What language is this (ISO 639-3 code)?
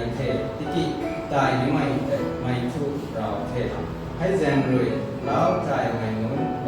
nbu